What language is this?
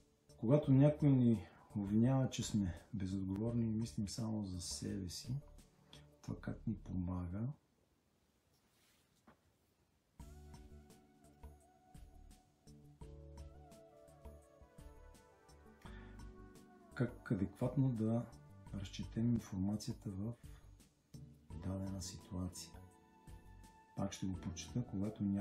Bulgarian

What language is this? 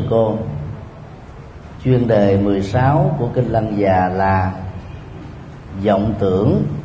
Vietnamese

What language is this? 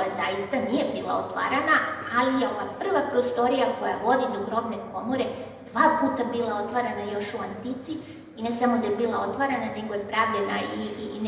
Serbian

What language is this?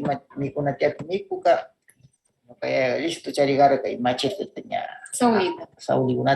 Northern Pastaza Quichua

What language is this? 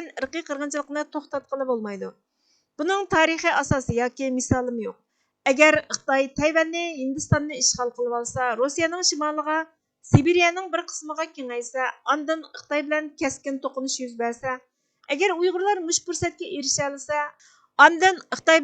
Uyghur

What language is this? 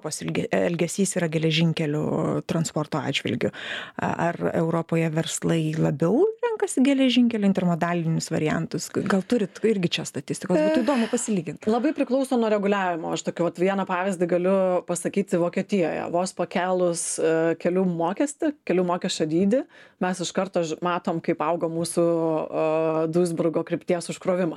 Lithuanian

